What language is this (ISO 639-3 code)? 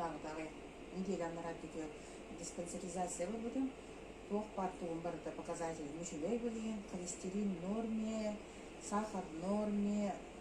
sah